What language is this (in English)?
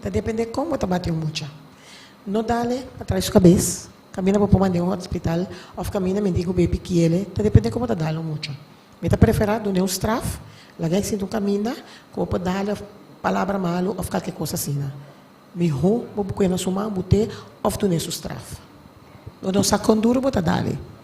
Papiamento